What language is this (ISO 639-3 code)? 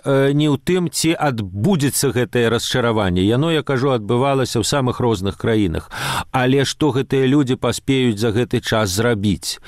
bel